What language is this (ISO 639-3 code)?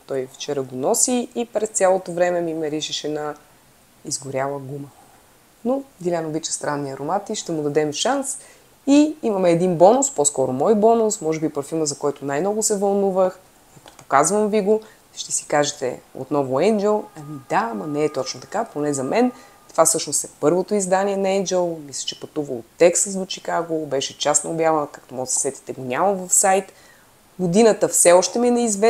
bul